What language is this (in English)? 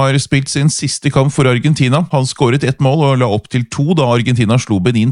Norwegian